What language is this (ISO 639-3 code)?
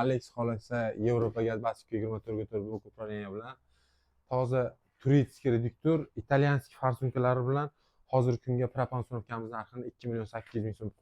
uzb